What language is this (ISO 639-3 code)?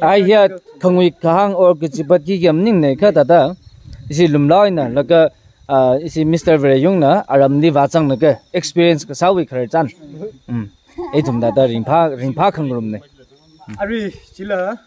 nmf